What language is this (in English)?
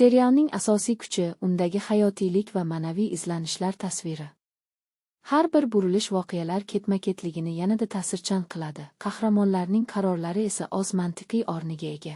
Uzbek